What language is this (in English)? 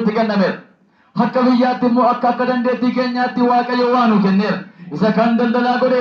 Oromo